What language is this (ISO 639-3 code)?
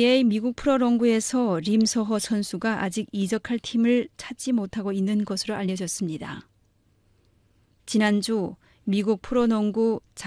kor